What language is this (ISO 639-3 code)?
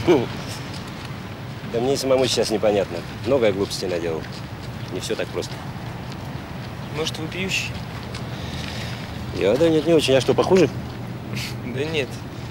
rus